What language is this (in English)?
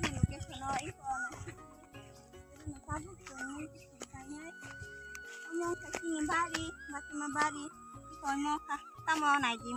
Kok Borok